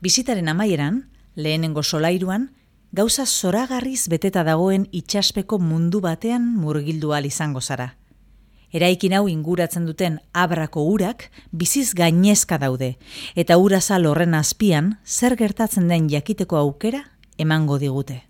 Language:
Basque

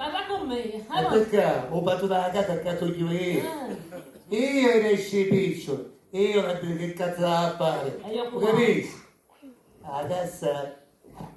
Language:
Sicilian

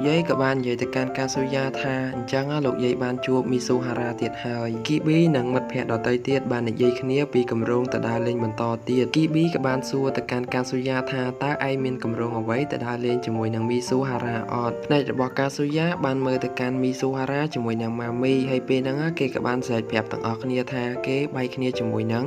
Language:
Khmer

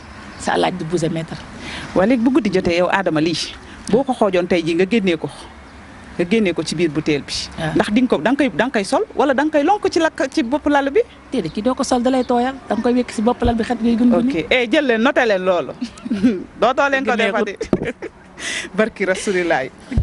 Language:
Wolof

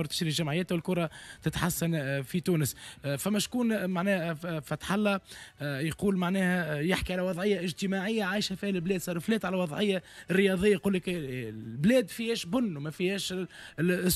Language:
Tunisian Arabic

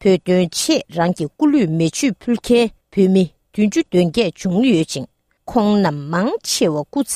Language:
Tibetan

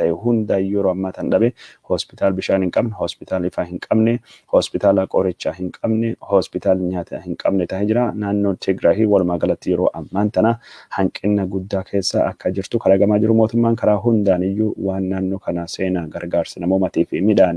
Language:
Oromo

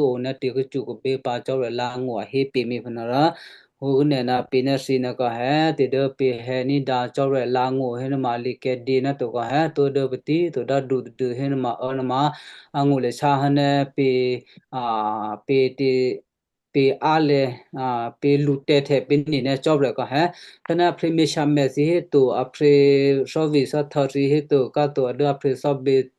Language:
Western Kayah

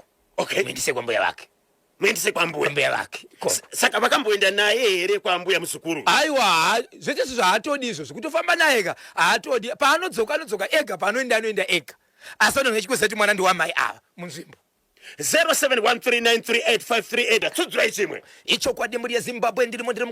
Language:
Shona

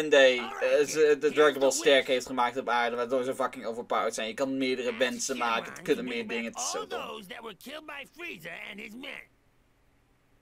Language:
Dutch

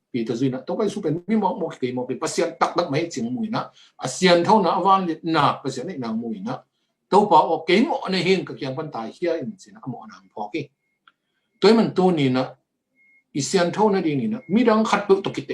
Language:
Tedim Chin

